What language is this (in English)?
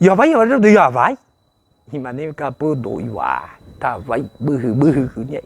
Nias